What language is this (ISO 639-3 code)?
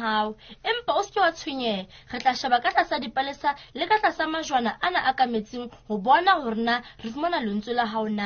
sot